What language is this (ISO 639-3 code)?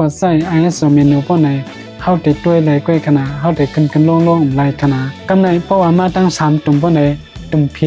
shn